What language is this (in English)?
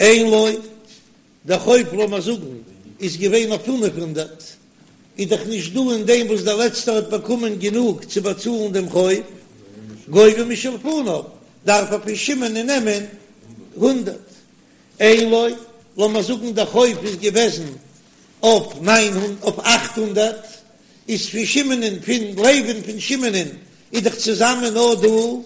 Yiddish